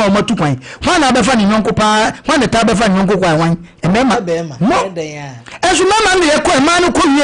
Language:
Akan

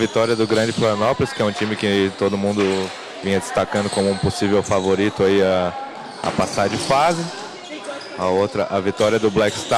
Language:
Portuguese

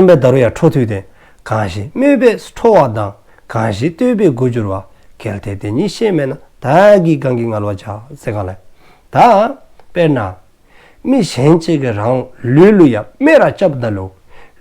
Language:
Dzongkha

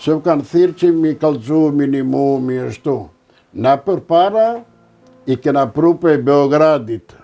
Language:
Albanian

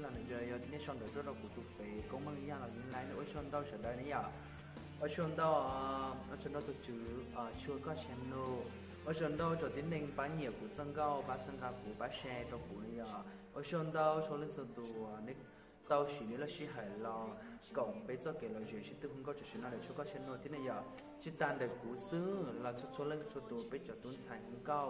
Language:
Hmong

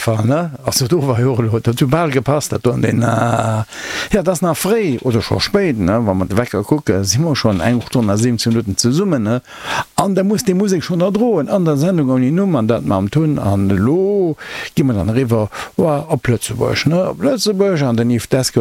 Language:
Luxembourgish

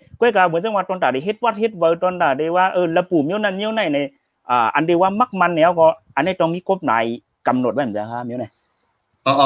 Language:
Shan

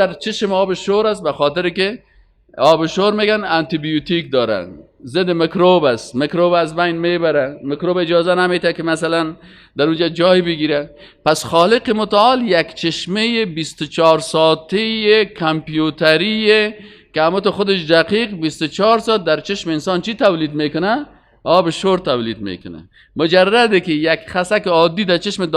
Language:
Persian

